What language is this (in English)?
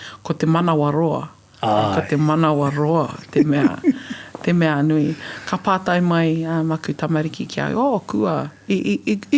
Māori